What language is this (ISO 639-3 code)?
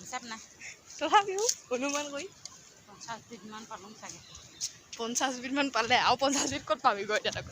asm